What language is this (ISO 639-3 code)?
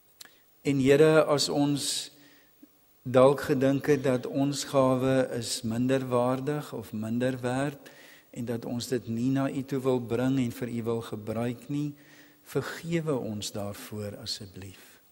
afr